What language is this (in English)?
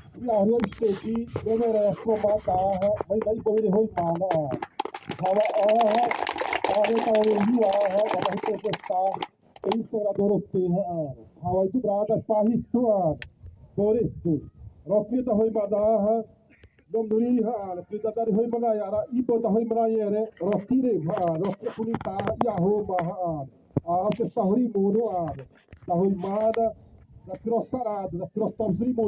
Xavánte